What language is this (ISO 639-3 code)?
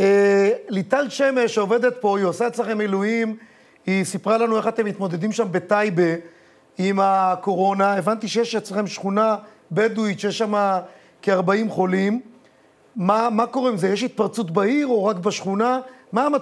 heb